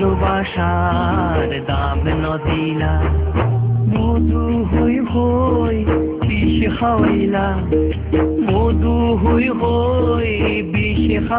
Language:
Bangla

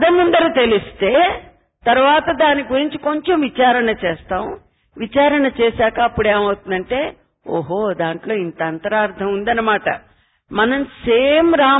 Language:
Telugu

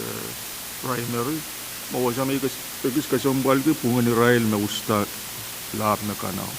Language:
Pohnpeian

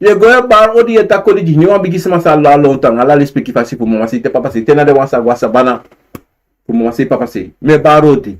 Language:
Sranan Tongo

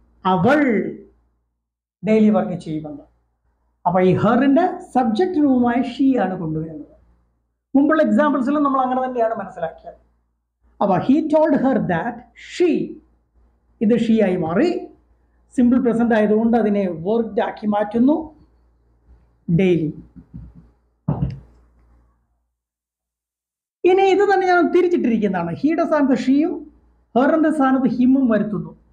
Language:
Malayalam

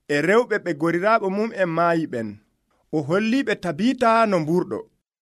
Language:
Nigerian Fulfulde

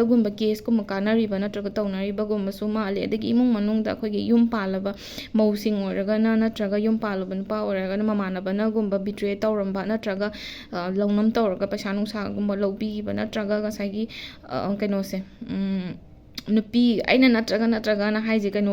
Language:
Manipuri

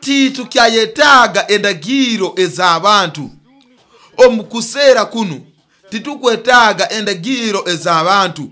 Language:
Nyoro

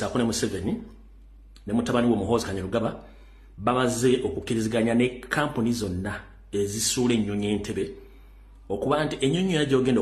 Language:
Ganda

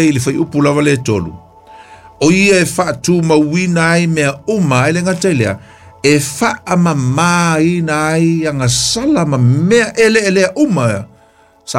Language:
Samoan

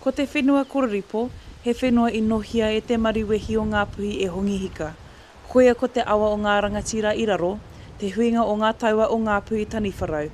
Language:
Māori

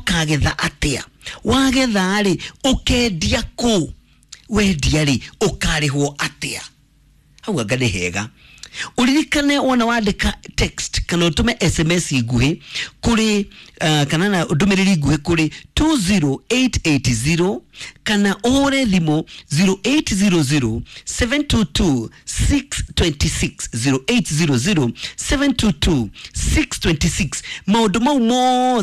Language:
Kikuyu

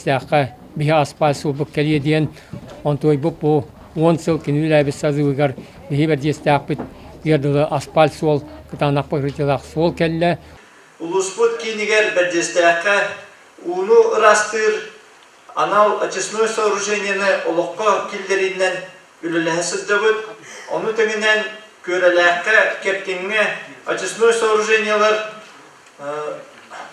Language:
Yakut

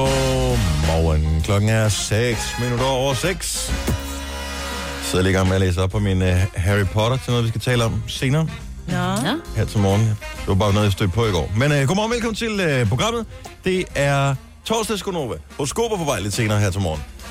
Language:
Danish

